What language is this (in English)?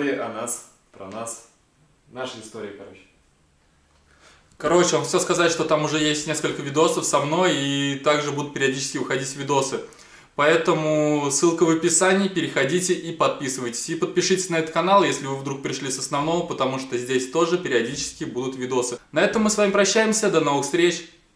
Russian